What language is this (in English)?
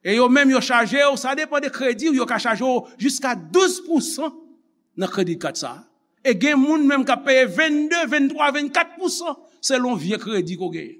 Haitian Creole